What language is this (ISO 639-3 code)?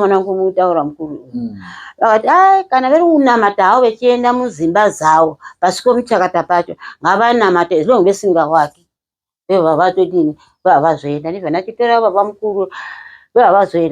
sna